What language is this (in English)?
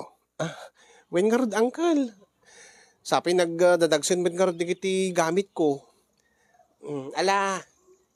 Iloko